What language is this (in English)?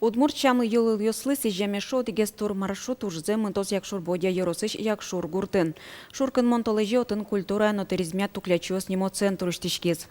Udmurt